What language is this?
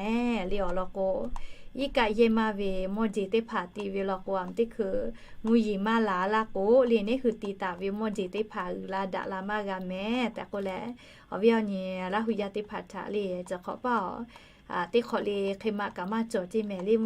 Lahu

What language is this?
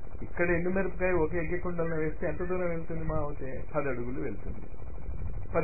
Telugu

